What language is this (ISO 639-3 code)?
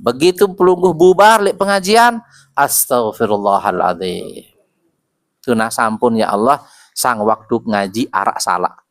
sas